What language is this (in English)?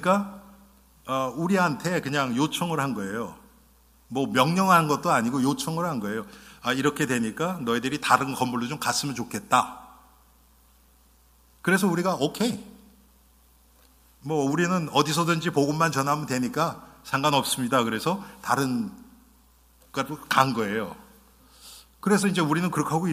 Korean